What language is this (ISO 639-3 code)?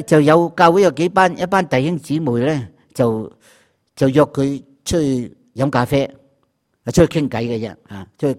yue